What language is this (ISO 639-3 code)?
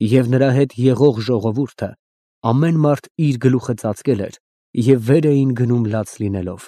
hye